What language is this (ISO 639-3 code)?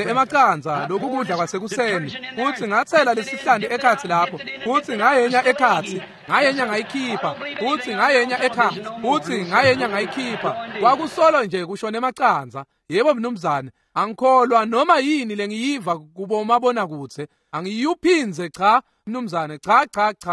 ssw